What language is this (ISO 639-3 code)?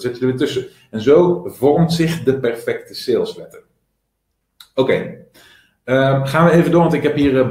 nld